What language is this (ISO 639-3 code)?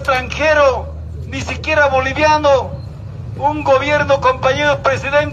spa